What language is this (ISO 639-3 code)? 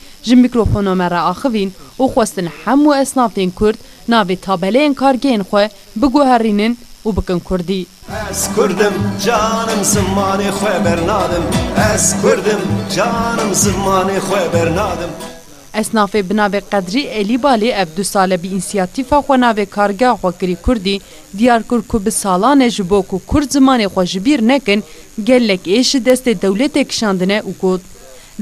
kur